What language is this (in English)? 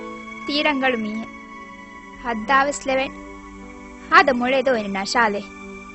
Divehi